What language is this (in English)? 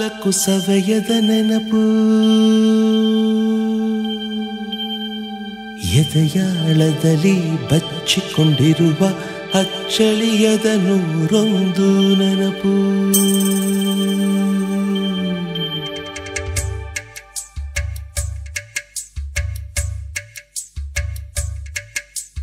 Kannada